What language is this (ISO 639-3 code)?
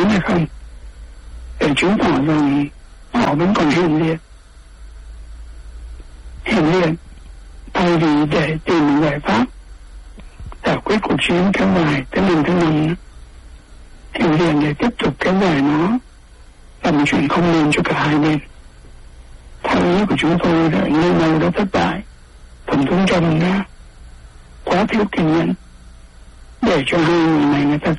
vie